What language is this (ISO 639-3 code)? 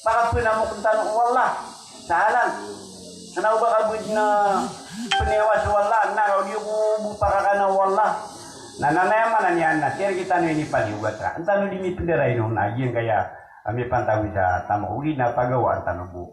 mrw